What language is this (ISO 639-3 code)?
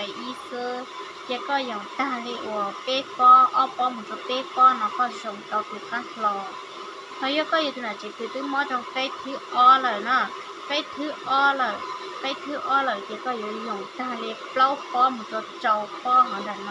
hmn